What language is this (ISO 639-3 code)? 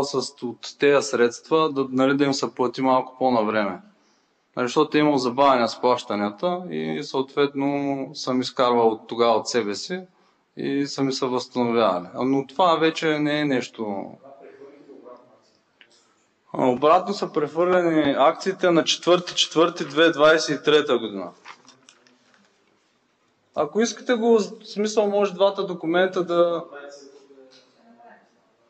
bul